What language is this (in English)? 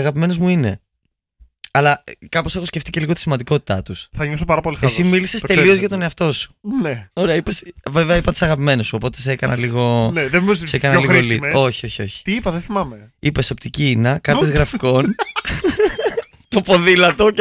Greek